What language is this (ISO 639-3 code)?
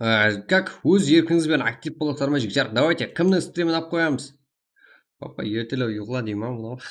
kaa